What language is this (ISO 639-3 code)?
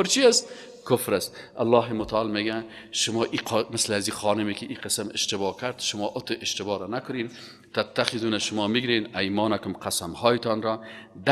fas